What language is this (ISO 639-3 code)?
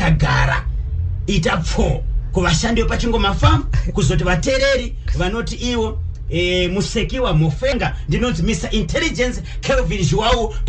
sna